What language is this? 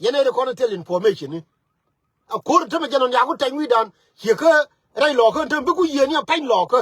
Nuer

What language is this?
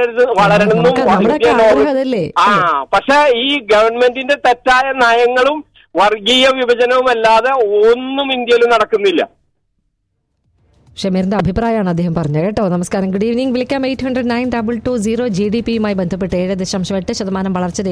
Malayalam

